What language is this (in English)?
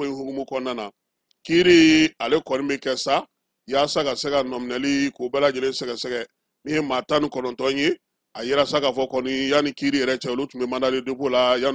Bambara